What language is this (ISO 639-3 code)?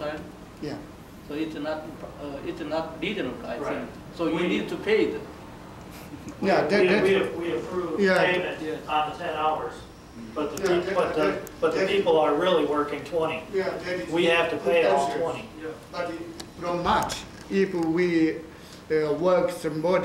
kor